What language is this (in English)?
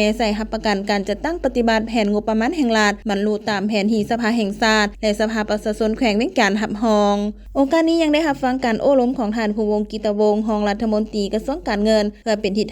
Lao